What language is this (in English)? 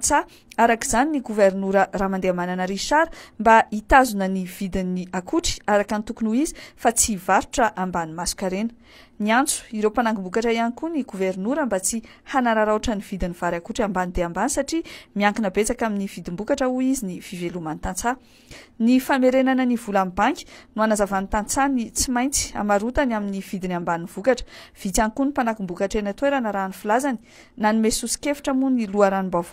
Malagasy